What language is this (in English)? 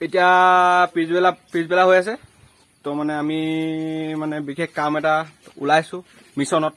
Assamese